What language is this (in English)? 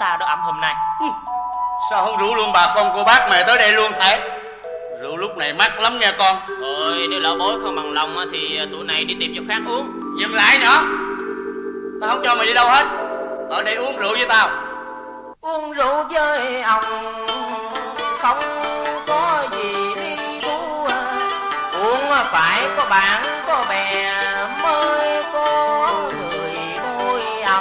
Vietnamese